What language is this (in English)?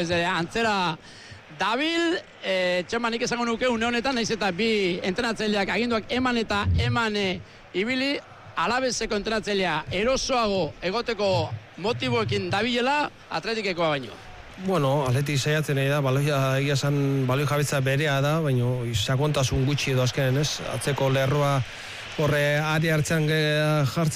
Basque